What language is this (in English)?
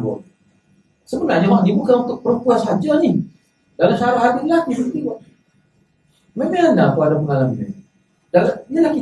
Malay